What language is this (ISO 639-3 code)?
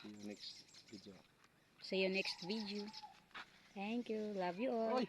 war